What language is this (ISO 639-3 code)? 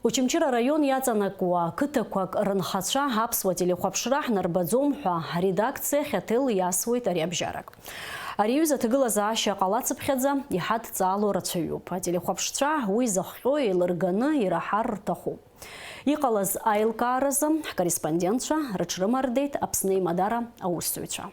abk